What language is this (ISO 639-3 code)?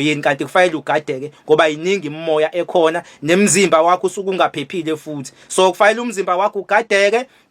zul